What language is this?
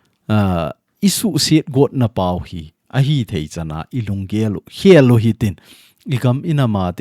Thado Chin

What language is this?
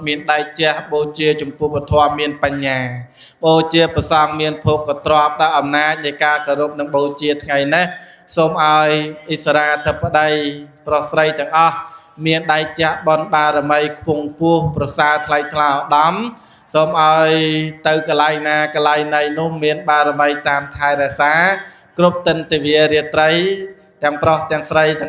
Khmer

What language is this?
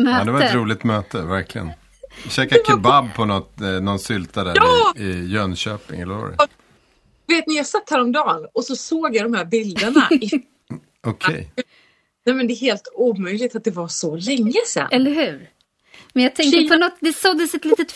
Swedish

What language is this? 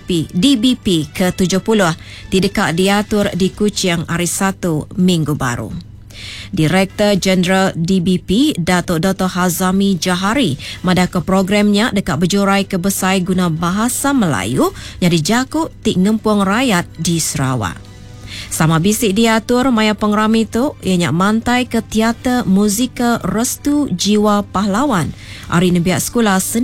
Iban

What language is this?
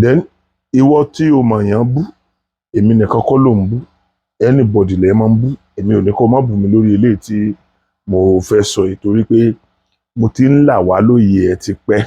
Yoruba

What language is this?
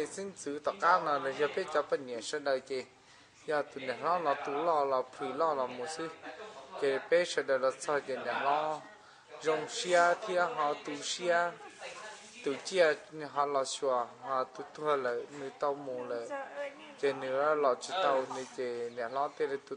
Hmong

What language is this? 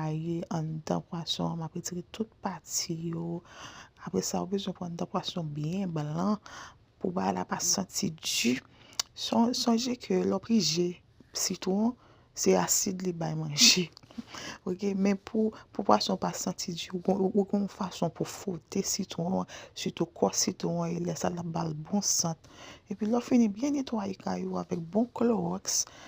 Haitian Creole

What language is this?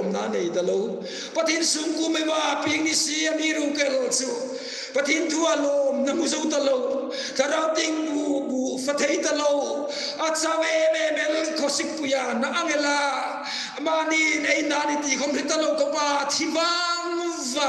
Hmar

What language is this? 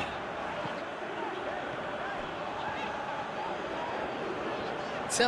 Arabic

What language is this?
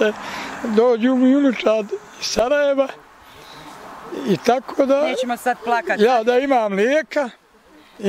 Bosnian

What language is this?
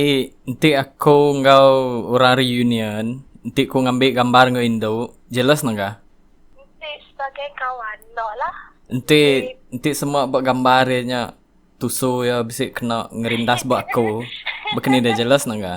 Iban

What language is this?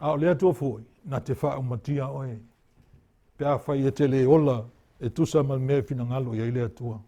Samoan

